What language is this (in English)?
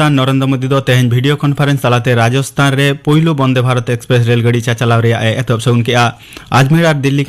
Santali